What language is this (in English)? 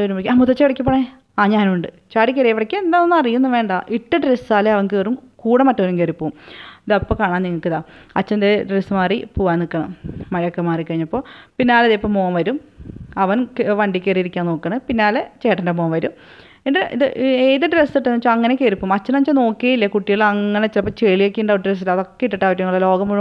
Malayalam